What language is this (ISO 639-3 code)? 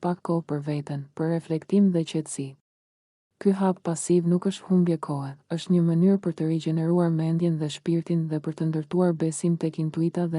sqi